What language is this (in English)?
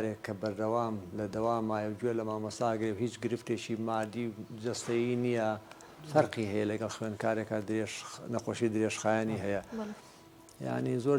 Central Kurdish